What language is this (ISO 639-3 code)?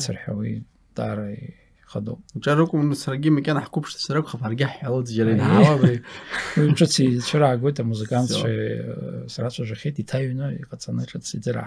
abk